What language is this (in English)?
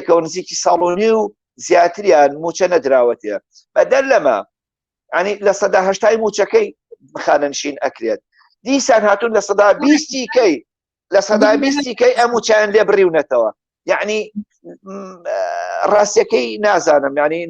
Central Kurdish